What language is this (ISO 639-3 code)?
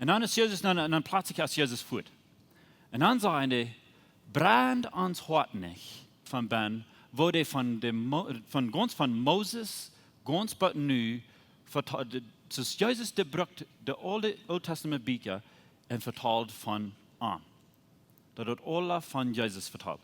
pdt